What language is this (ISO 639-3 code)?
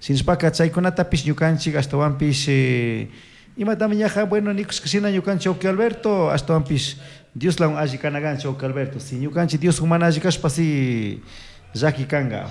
qug